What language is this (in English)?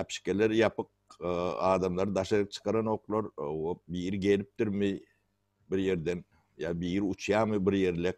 Turkmen